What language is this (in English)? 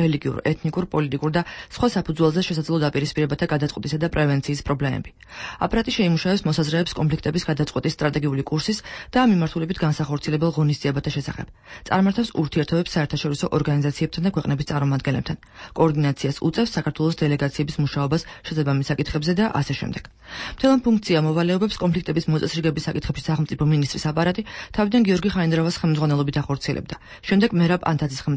Georgian